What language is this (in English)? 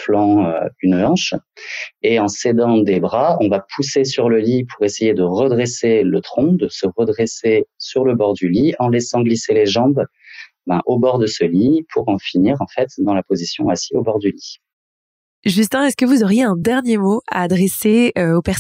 French